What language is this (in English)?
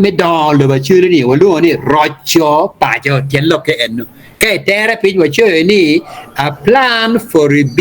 Acoli